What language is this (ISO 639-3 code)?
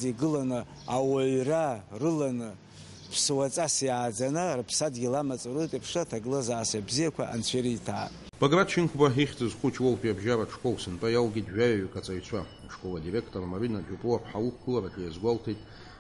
abk